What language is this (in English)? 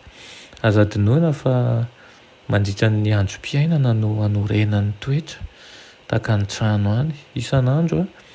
Malagasy